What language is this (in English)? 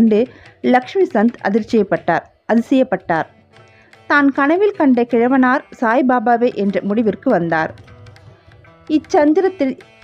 Tamil